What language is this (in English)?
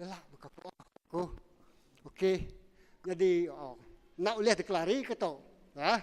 Iban